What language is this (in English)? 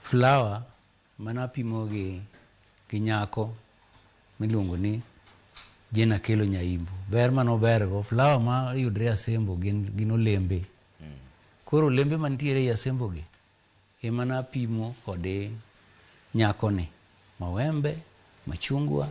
Luo (Kenya and Tanzania)